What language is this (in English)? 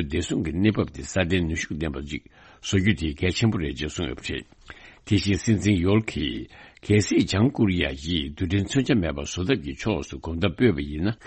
Tibetan